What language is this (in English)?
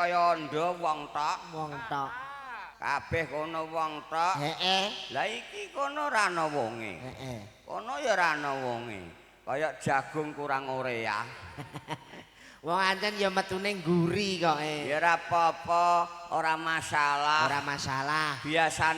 Javanese